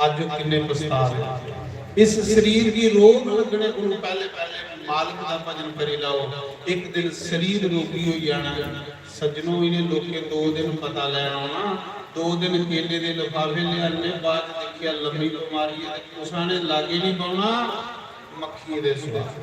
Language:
Dogri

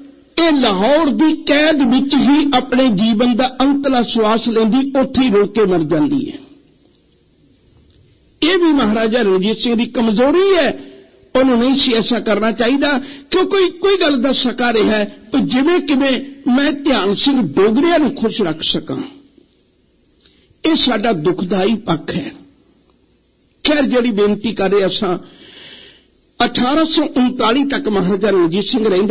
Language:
Punjabi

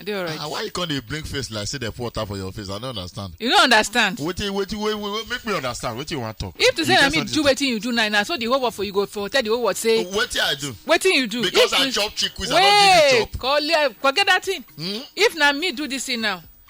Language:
Nigerian Pidgin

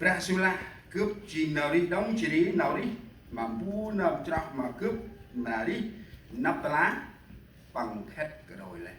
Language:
Central Mnong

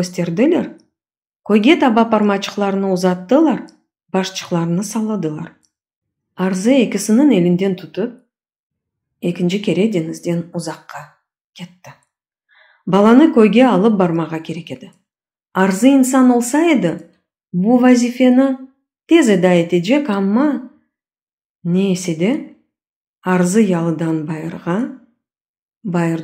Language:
Crimean Tatar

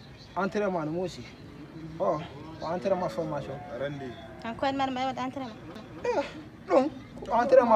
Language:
Fula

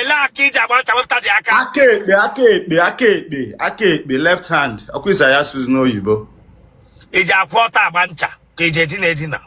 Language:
Igbo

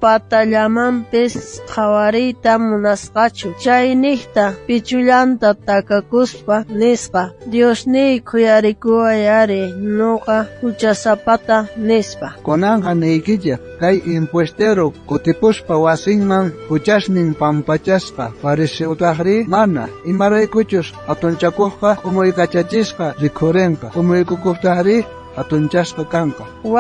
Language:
South Bolivian Quechua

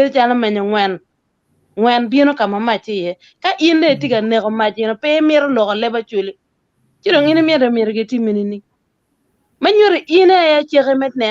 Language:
Acoli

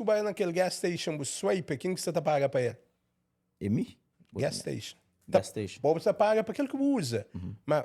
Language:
Kabuverdianu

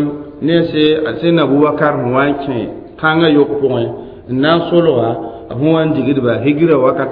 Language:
Mossi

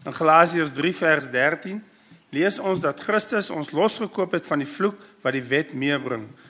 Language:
Afrikaans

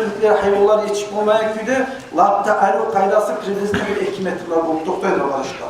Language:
Kumyk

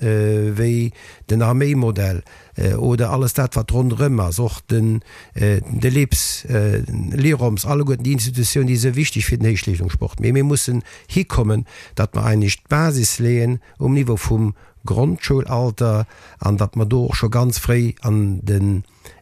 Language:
Luxembourgish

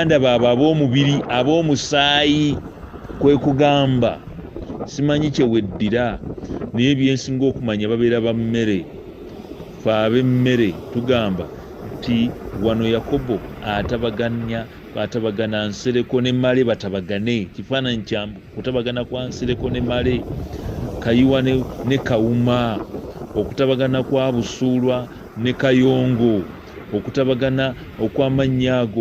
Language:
Ganda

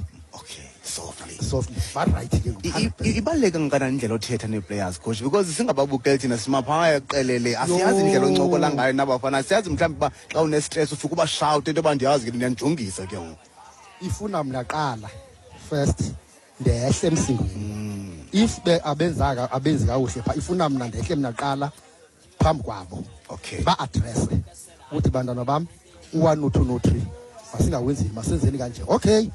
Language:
Xhosa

